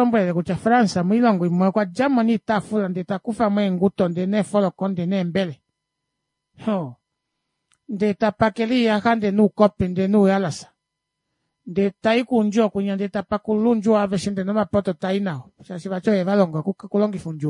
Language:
Kuanyama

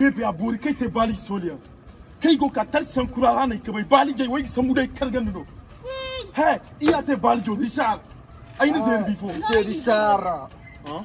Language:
Zarma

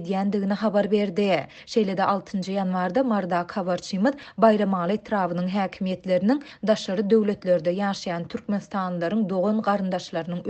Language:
Turkmen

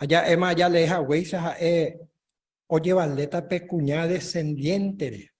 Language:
Guarani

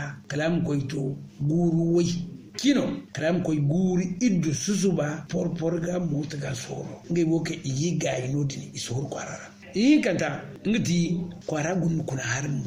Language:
Zarma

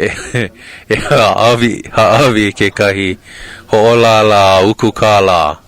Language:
Hawaiian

